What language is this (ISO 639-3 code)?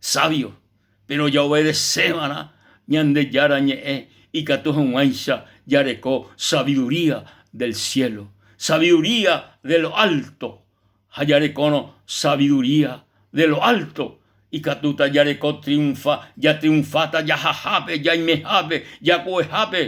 grn